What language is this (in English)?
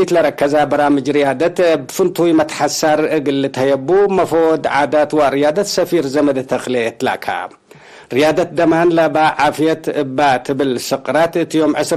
Tigre